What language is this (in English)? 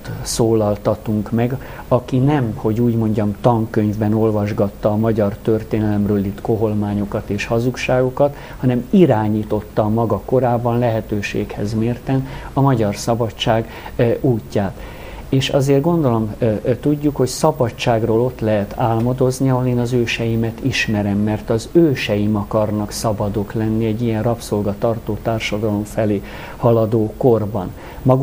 Hungarian